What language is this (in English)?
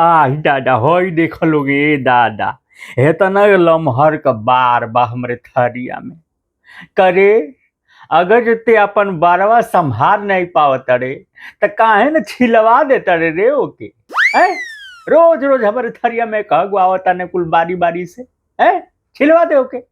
Bhojpuri